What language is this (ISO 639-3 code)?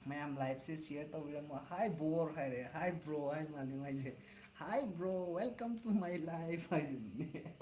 mni